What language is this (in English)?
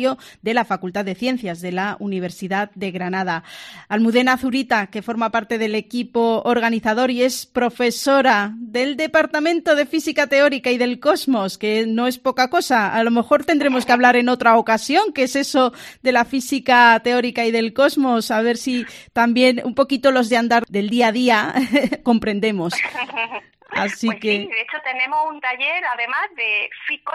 Spanish